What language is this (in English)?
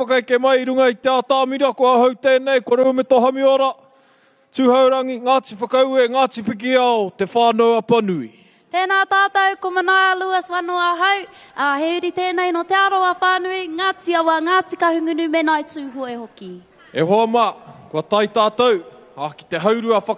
Māori